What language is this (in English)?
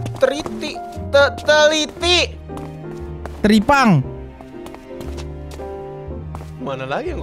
Indonesian